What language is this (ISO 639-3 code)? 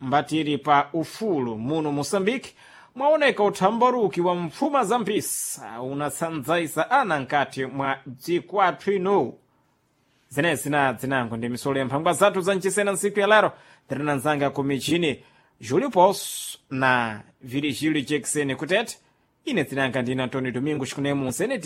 seh